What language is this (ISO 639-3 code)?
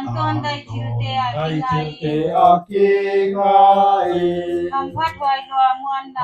pck